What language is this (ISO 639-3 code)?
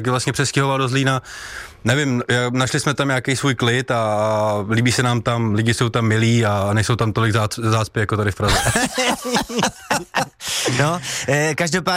ces